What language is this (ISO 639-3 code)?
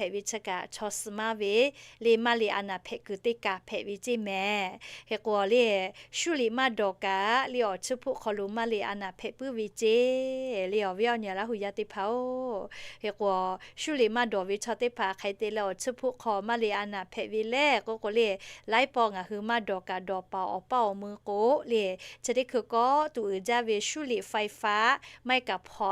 lhu